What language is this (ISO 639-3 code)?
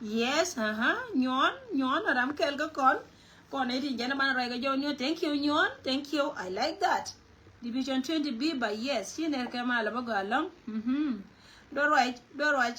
nus